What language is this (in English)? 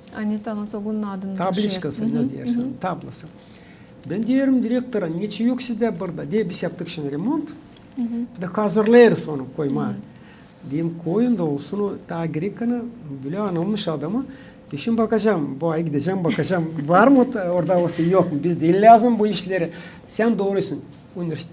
Gagauz